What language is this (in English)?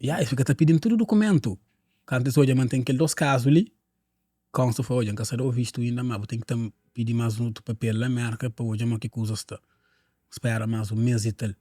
Kabuverdianu